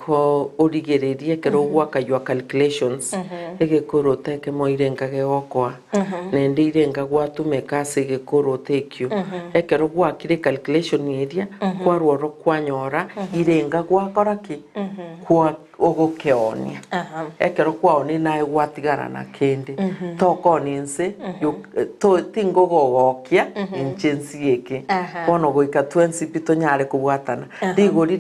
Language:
Gusii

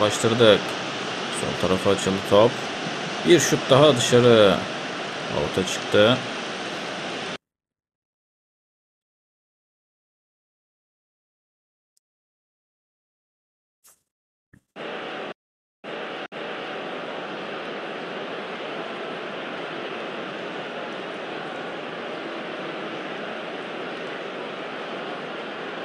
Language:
Turkish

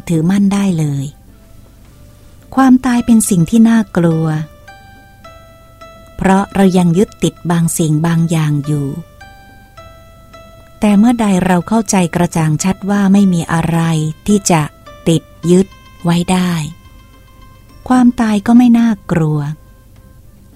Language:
Thai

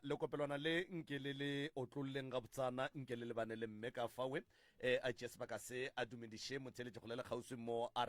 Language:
Northern Sotho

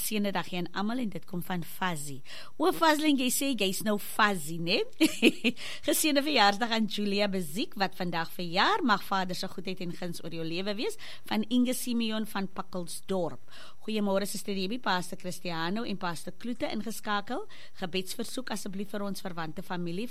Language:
Afrikaans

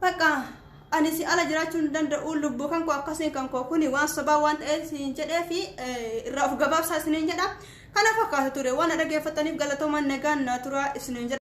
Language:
Oromo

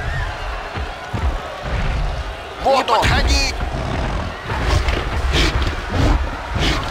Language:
Russian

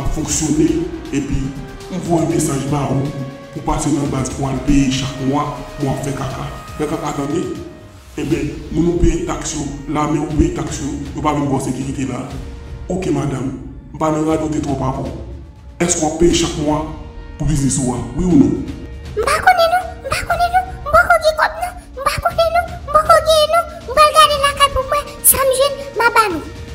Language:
Haitian Creole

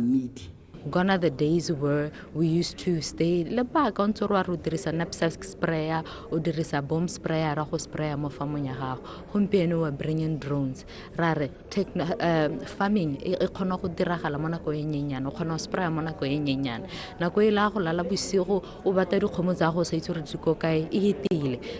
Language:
Tswana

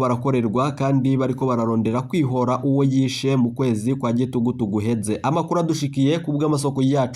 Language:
Rundi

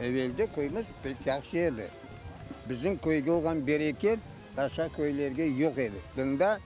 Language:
Crimean Tatar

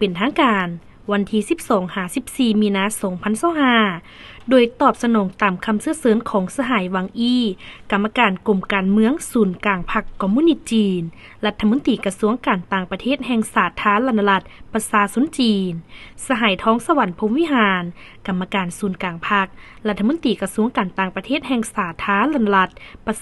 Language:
Lao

